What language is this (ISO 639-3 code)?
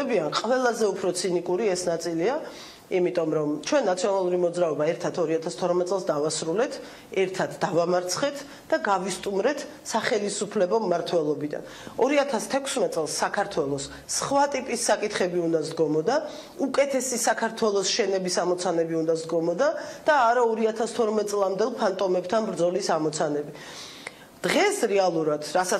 kat